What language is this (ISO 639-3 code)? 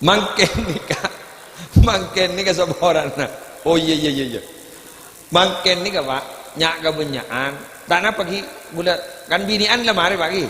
mad